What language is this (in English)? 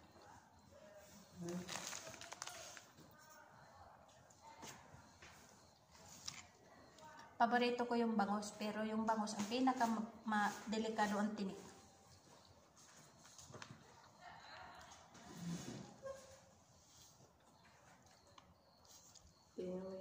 Filipino